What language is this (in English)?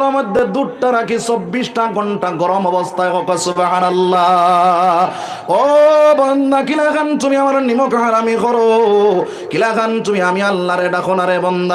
Sylheti